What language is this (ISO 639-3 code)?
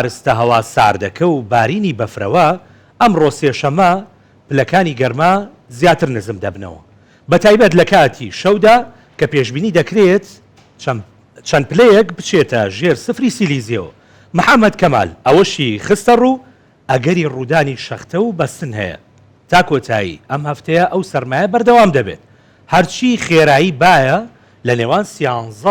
ckb